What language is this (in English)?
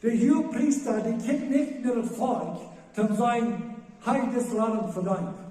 Plautdietsch